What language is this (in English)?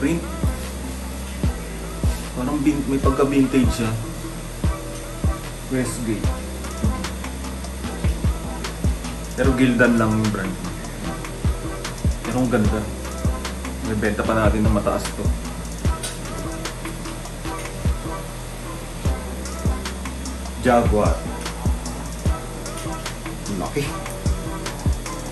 Filipino